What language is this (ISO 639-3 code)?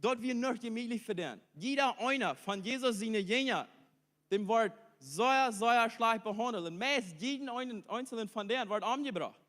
pdt